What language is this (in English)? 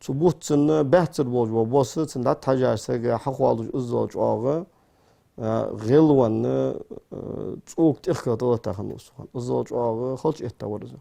Ingush